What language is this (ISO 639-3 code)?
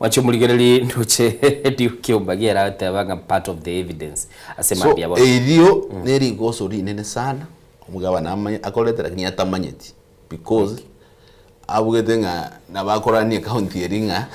guz